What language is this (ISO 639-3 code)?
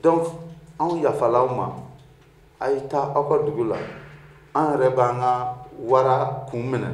bam